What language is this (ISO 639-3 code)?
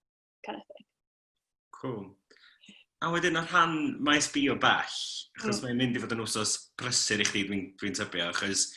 cym